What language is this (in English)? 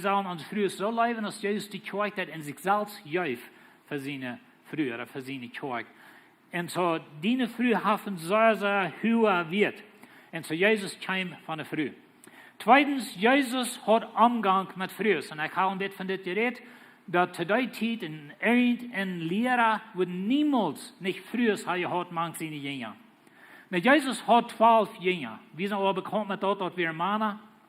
Plautdietsch